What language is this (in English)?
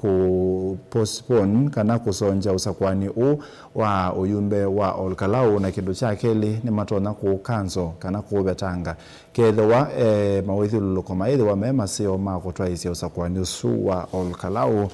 Kamba